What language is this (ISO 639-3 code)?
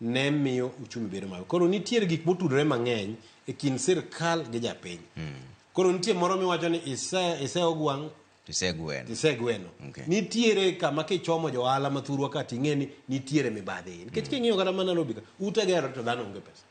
luo